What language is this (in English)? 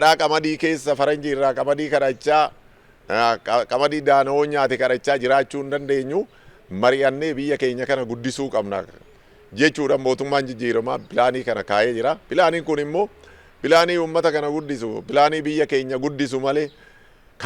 Oromo